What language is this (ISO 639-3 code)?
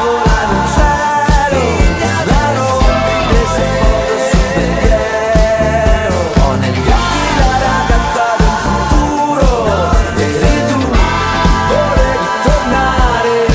ita